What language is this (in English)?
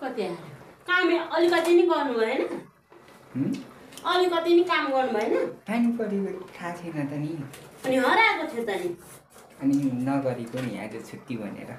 Nepali